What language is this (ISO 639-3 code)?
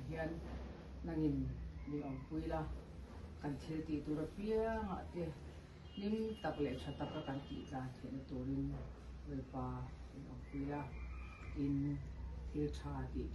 lus